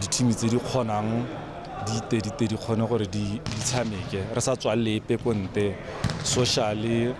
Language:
Tswana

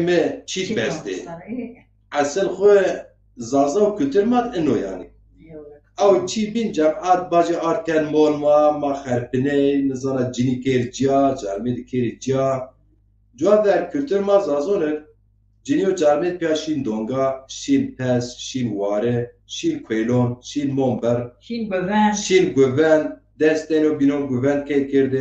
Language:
Zaza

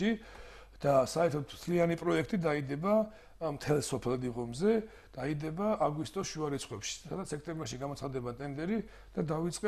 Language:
Georgian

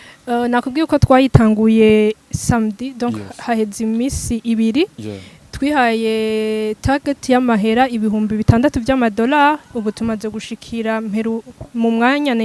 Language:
Rundi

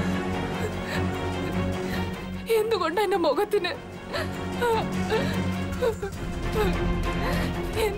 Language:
Malayalam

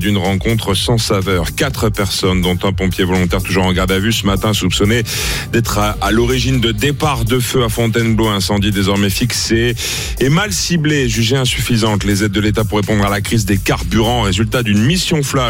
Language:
French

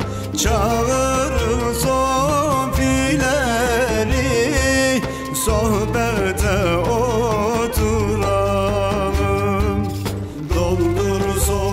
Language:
Turkish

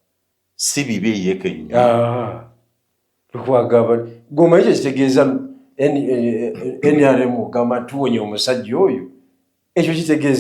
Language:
Ganda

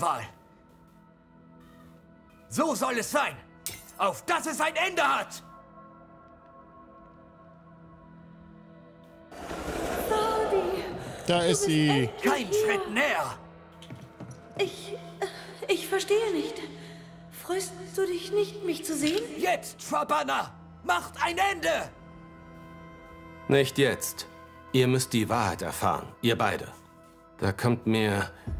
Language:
German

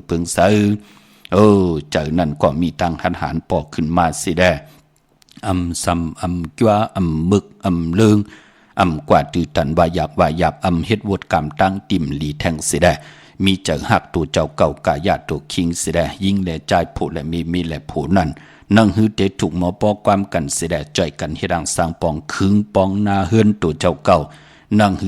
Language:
Shan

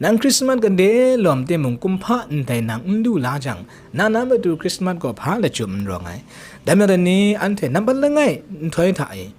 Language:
Kachin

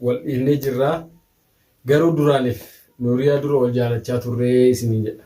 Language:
Oromo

